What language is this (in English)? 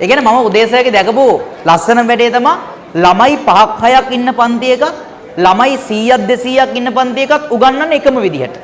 Sinhala